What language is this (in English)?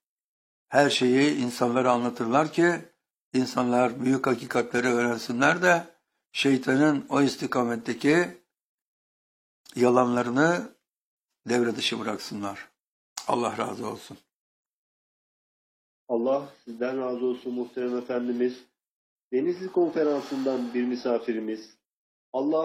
Turkish